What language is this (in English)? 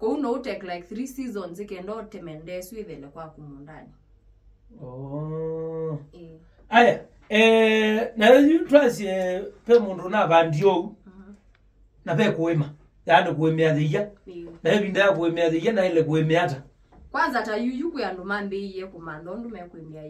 Kamba